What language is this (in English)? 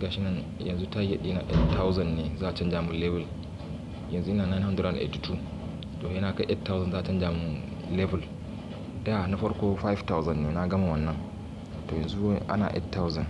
Hausa